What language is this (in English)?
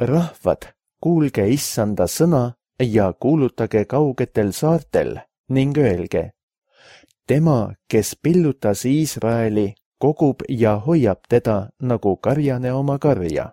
Estonian